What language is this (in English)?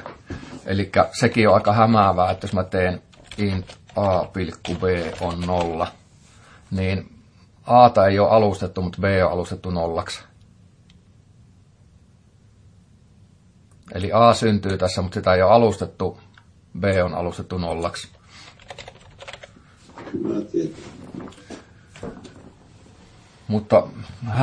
Finnish